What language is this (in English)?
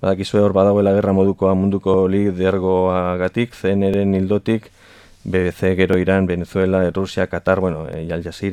Basque